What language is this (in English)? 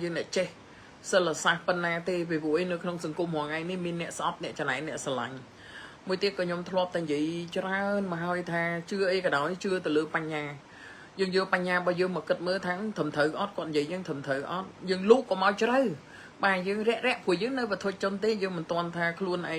Khmer